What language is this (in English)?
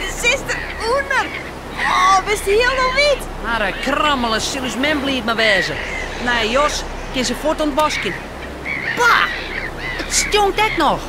Western Frisian